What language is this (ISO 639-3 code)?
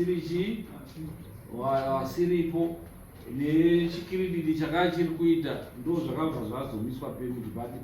sna